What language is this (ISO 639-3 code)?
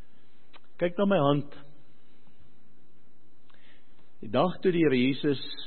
afr